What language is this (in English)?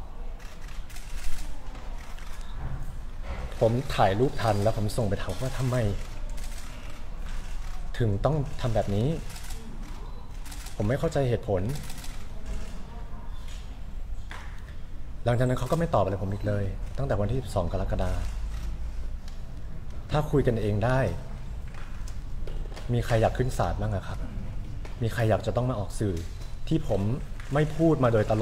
Thai